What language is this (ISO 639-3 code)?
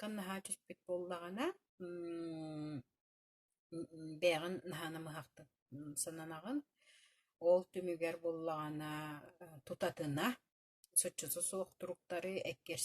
sah